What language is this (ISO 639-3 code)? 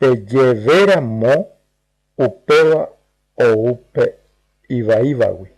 grn